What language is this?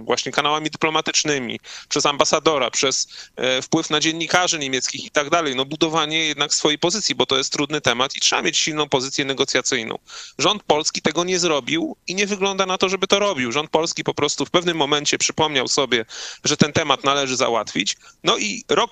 Polish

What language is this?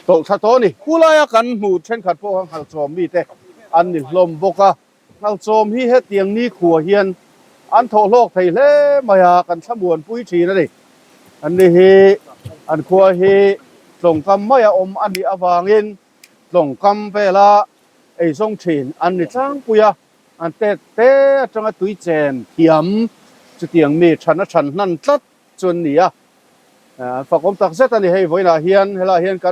Mizo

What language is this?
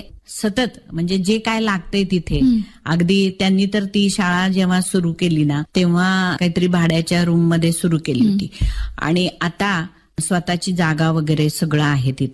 Marathi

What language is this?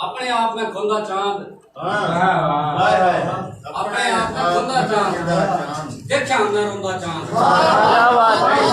Haryanvi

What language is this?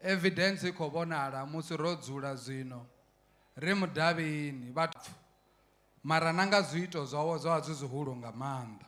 Venda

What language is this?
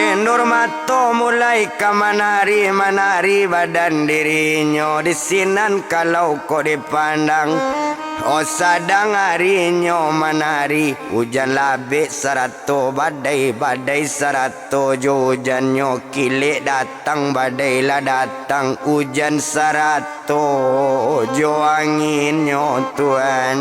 Minangkabau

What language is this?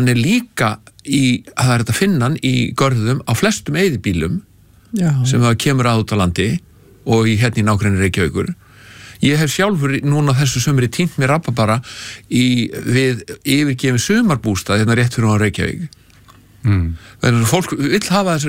Icelandic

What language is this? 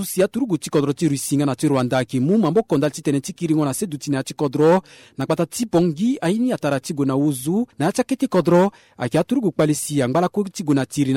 Sango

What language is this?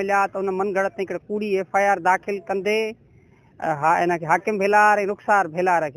Sindhi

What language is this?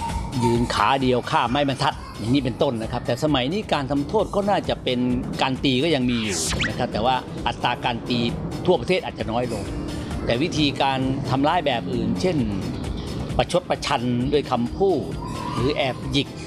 Thai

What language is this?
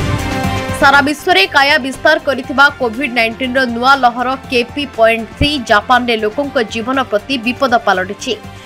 Odia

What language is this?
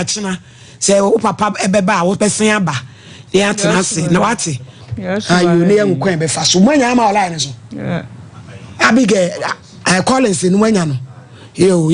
Akan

